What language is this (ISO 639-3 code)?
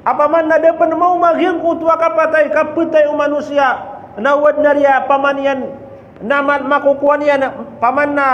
mrw